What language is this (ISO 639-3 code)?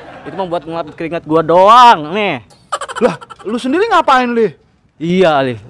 bew